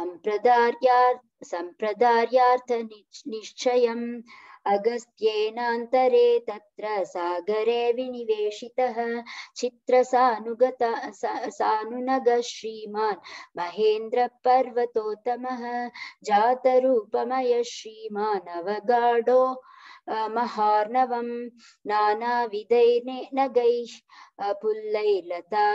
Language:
Sanskrit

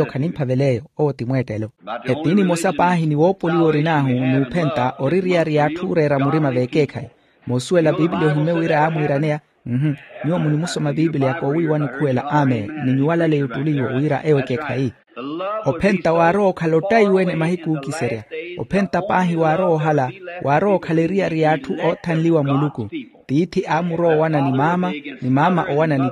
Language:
Makhuwa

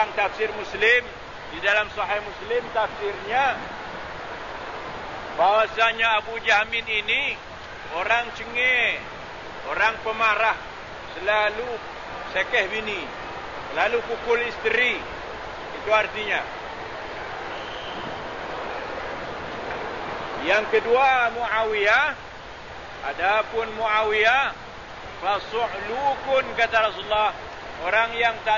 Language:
Malay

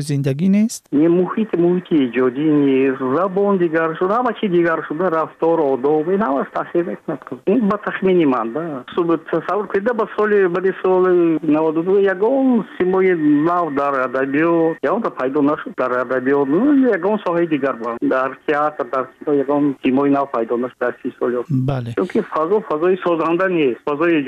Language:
Tajik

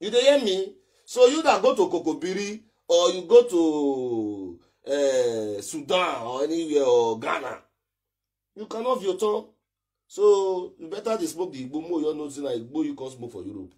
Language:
Nigerian Pidgin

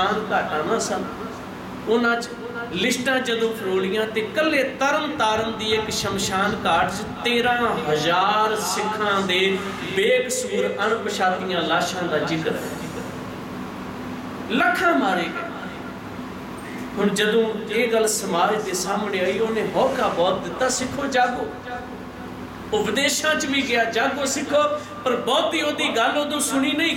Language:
Punjabi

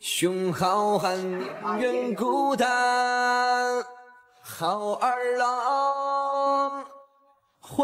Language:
Chinese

